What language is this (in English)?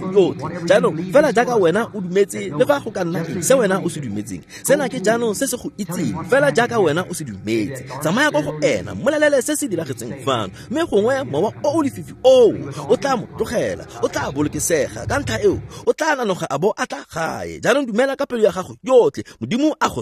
Tswana